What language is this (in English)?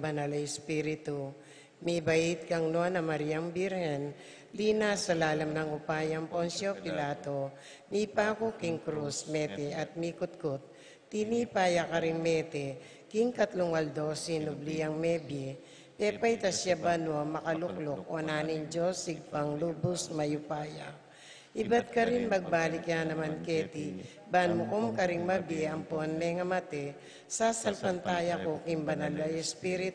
Pampanga